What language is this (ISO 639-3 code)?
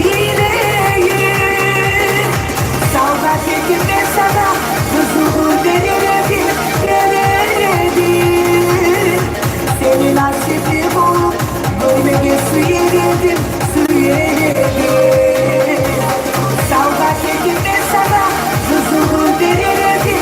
kum